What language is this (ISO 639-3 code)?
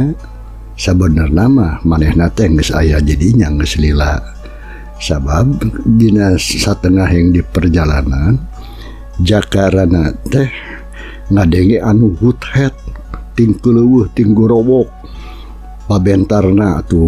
sun